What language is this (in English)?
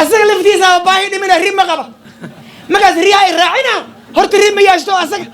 Somali